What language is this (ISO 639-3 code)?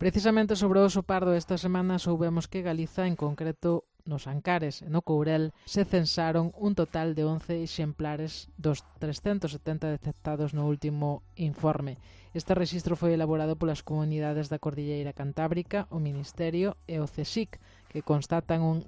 glg